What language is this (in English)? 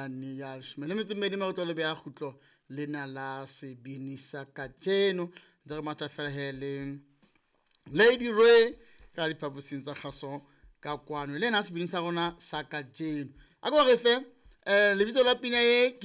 Southern Sotho